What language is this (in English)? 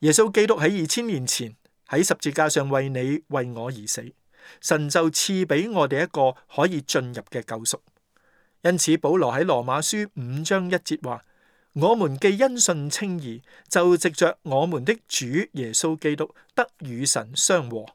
Cantonese